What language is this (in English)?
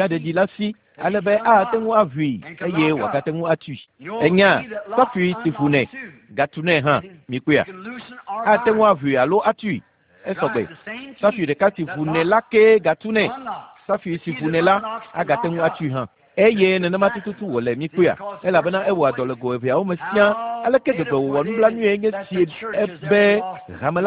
Ewe